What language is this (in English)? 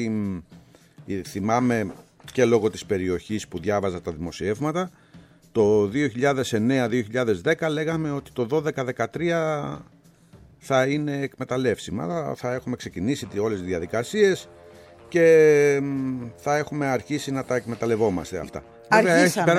Greek